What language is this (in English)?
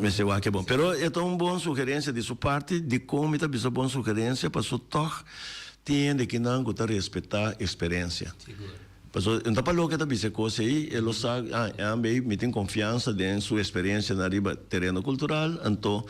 Papiamento